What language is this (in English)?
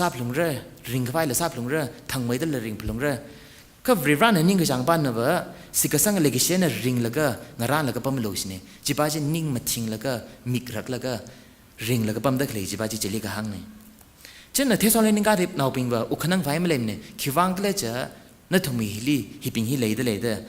Tangkhul Naga (India)